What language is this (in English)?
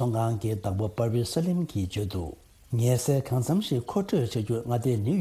Tibetan